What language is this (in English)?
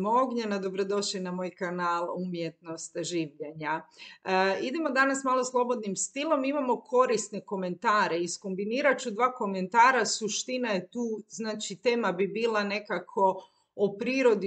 Serbian